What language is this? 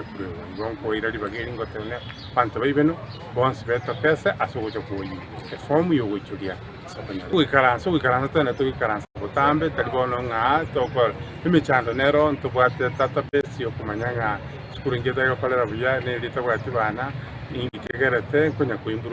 Gusii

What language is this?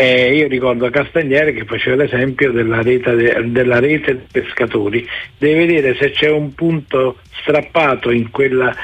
Italian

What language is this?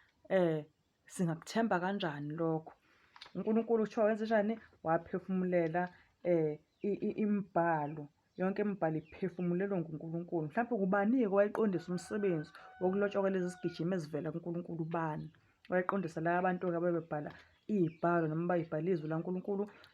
Zulu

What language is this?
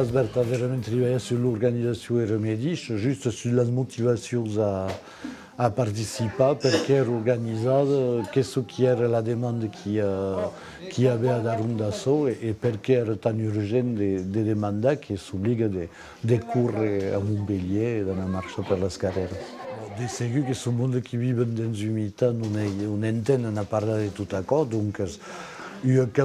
Occitan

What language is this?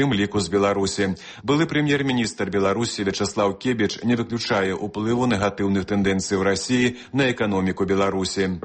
Belarusian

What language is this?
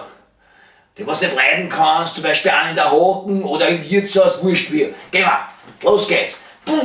Bavarian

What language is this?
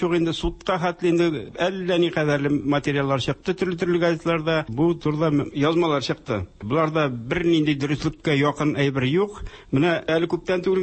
Tatar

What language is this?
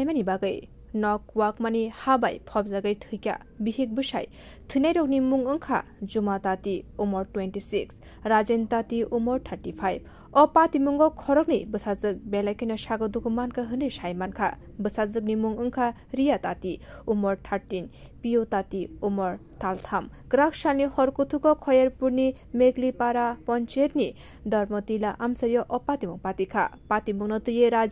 Kok Borok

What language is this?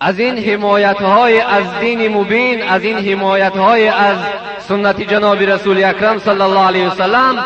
Tajik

